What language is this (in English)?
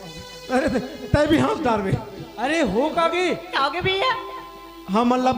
Chhattisgarhi